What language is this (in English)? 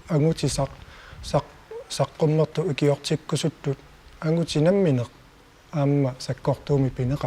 Kalaallisut